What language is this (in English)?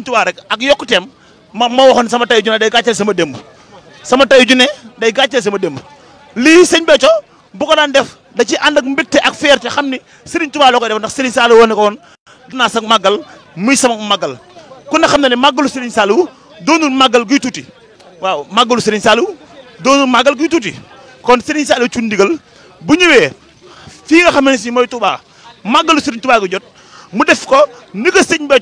Wolof